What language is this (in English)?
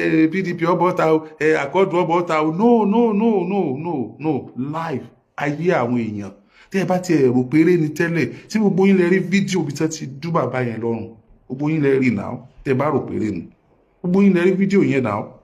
Yoruba